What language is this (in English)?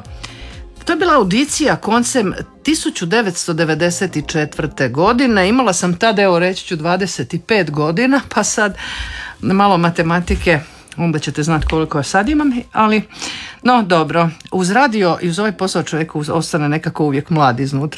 Croatian